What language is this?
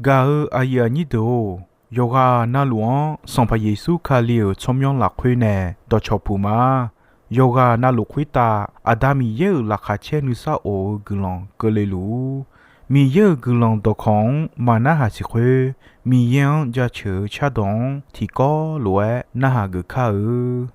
Akha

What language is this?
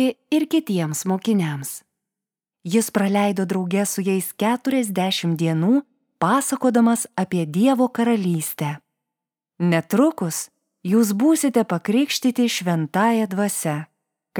Lithuanian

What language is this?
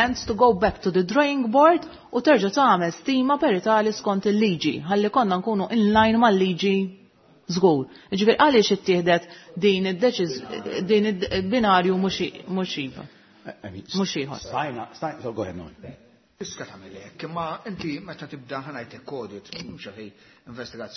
Maltese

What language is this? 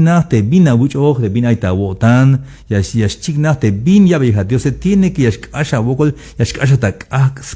Tzeltal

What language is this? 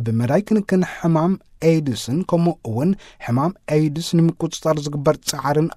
Tigrinya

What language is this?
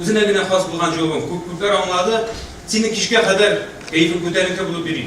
Tatar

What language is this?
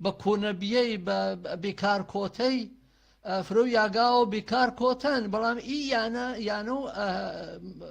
Gurani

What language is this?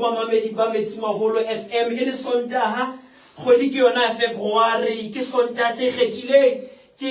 Southern Sotho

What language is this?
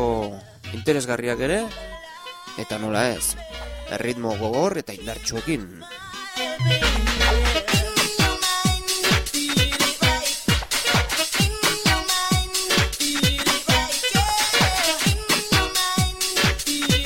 Basque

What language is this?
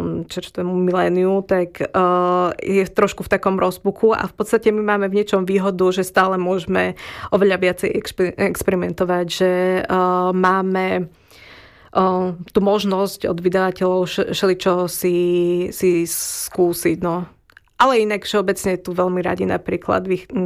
Slovak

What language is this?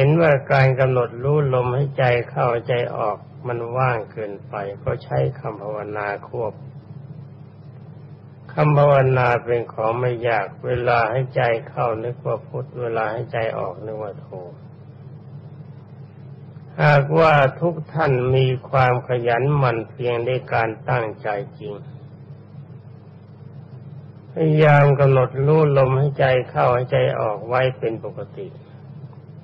Thai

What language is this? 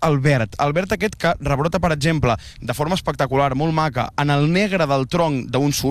Catalan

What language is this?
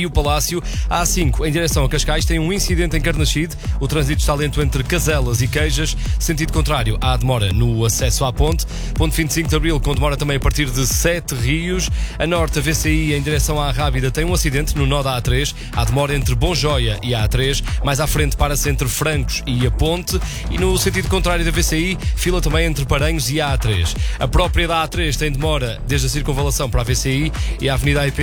Portuguese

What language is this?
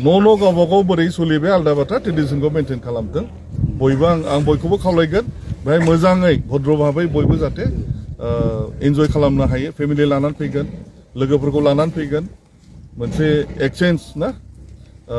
Bodo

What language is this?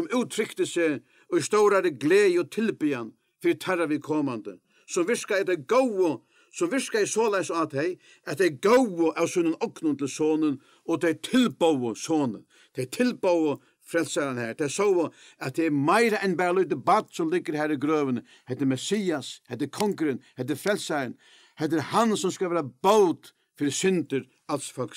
Faroese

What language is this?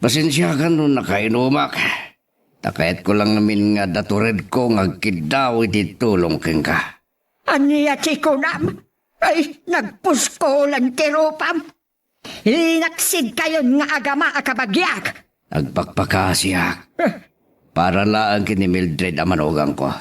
Iloko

